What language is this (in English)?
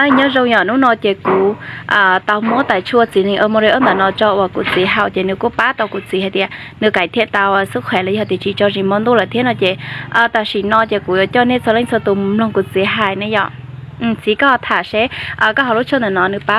Hmong